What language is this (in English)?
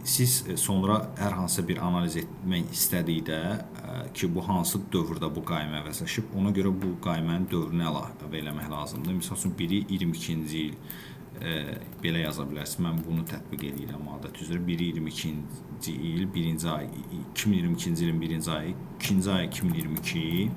Azerbaijani